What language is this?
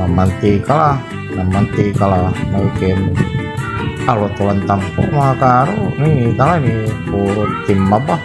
Pangasinan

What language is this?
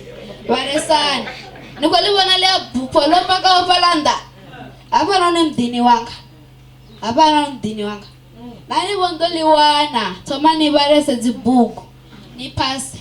Venda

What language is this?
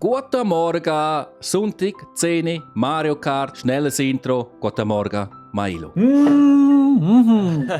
Swiss German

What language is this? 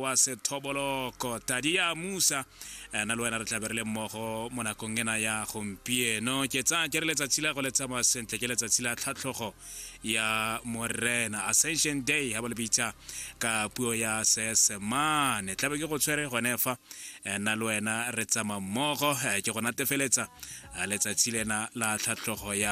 Tswana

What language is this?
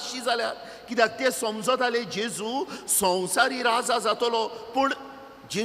Konkani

